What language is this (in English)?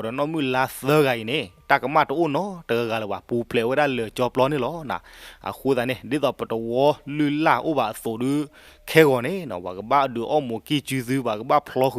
S'gaw Karen